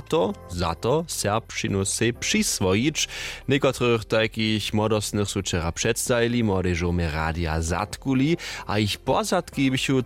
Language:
Upper Sorbian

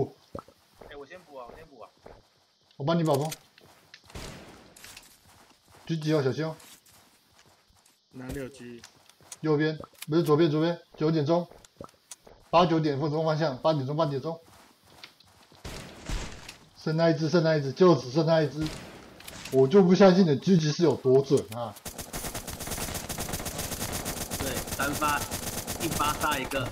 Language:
Chinese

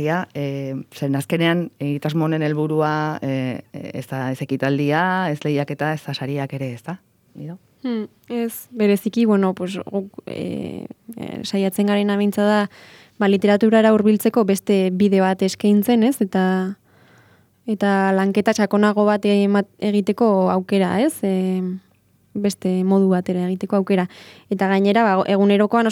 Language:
Basque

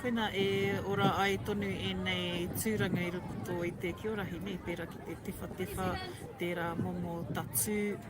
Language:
Māori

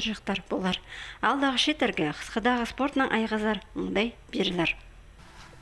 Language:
Khakas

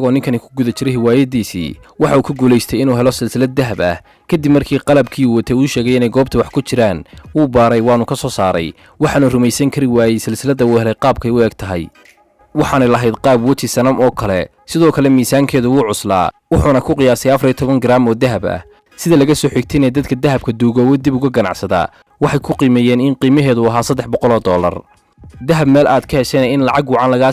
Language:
Somali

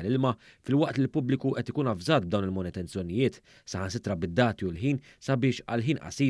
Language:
Maltese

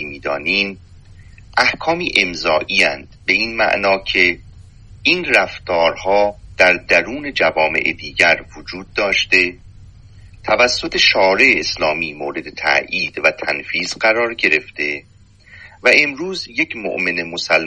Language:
Persian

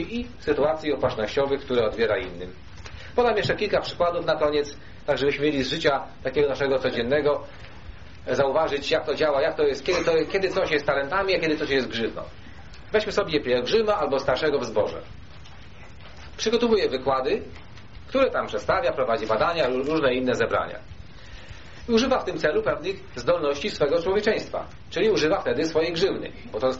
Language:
Polish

